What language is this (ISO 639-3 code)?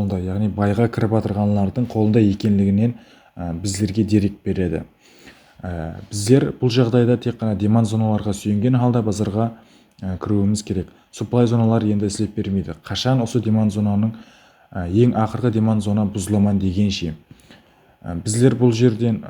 kaa